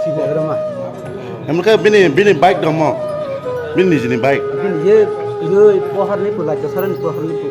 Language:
Kok Borok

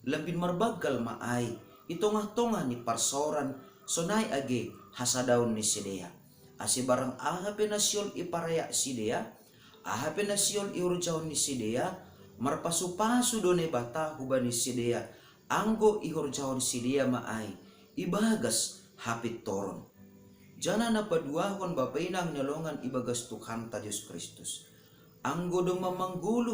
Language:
Batak Simalungun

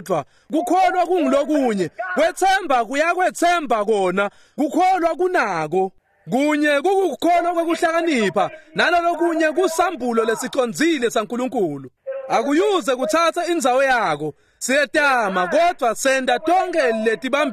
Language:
Swati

